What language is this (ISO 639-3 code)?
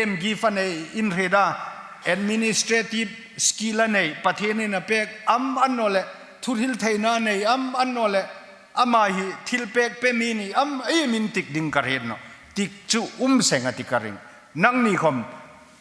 hmr